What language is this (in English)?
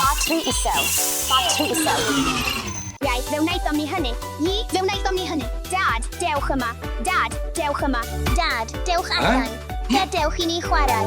Welsh